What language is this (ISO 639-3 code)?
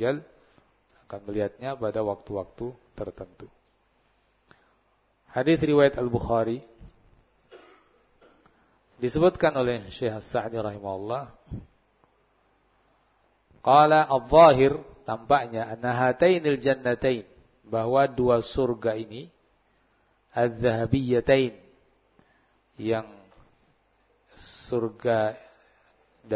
ind